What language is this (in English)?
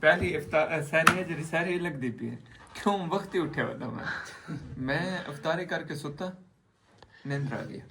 Saraiki